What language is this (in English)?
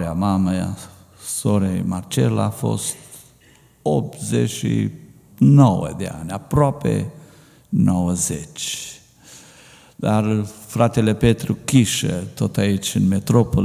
Romanian